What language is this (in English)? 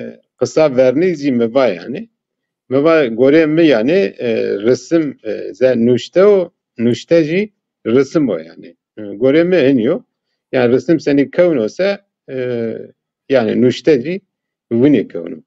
Zaza